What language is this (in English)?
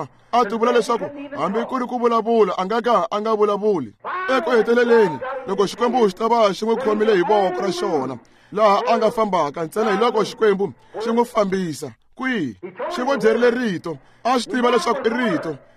Tsonga